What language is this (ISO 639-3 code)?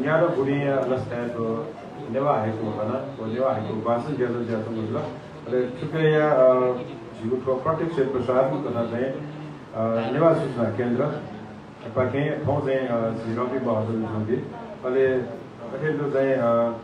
new